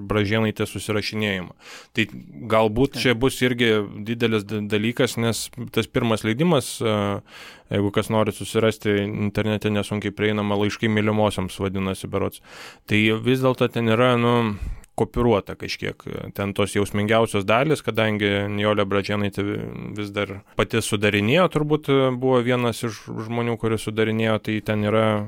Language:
Lithuanian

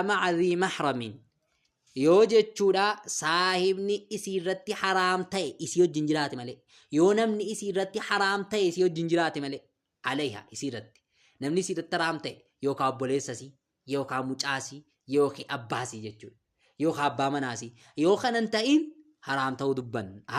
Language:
Oromo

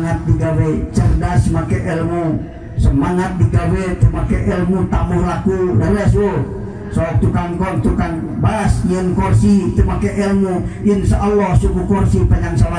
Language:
Sundanese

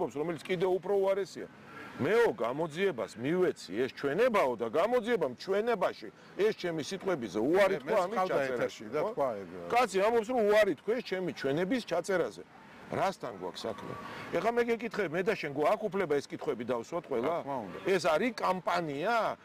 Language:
Georgian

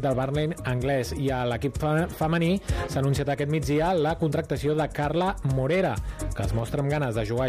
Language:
Catalan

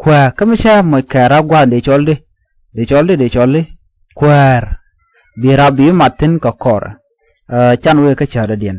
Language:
Nuer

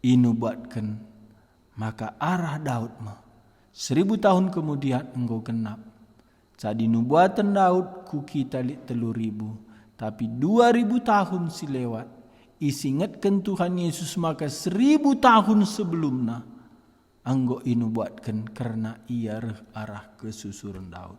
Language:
Batak Karo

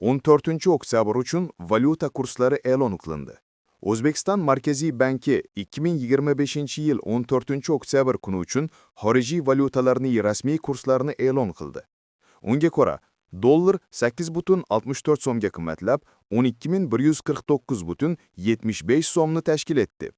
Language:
Uzbek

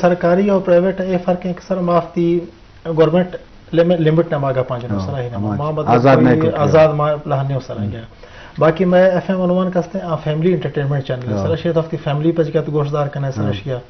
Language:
Eastern Balochi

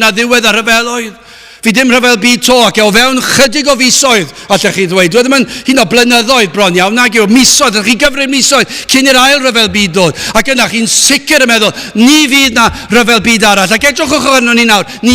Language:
Welsh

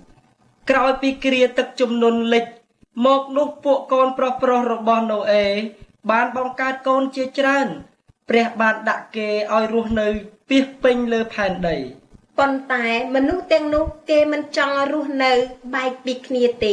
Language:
Khmer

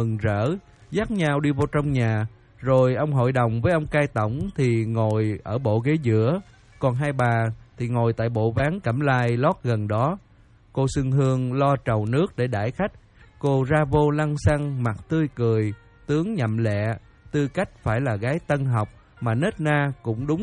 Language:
Vietnamese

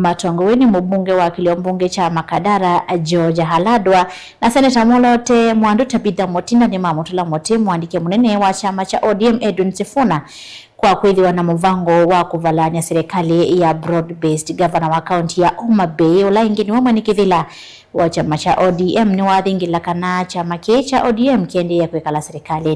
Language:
Kamba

